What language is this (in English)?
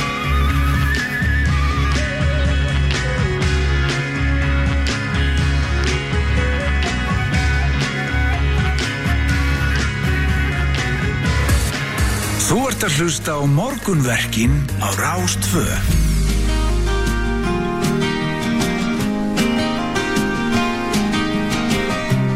Icelandic